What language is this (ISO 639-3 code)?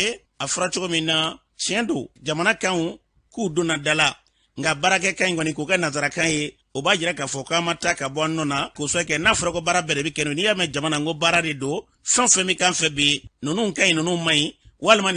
bam